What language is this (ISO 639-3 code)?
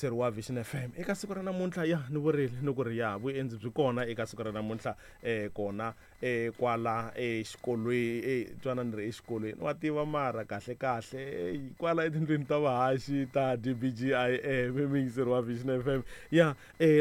tso